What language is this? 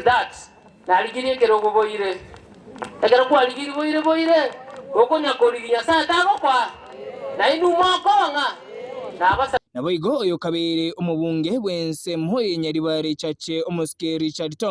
Gusii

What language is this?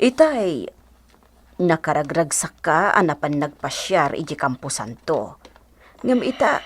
Iloko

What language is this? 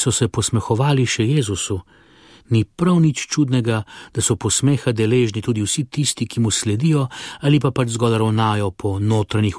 Slovenian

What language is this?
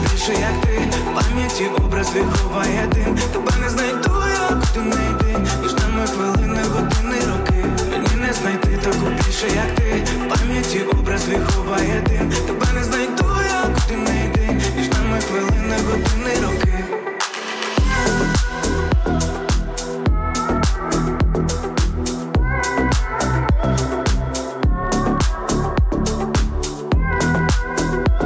Ukrainian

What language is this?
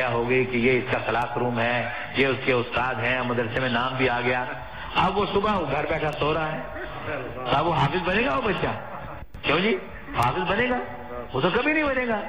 Urdu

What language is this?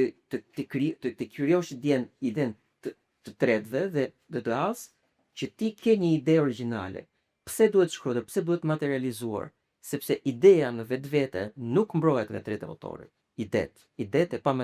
Albanian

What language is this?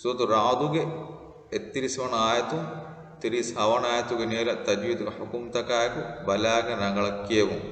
Divehi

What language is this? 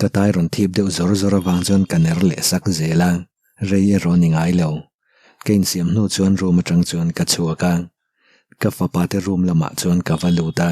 Mizo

